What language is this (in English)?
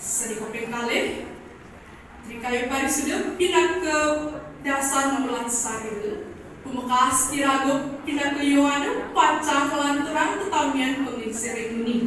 Balinese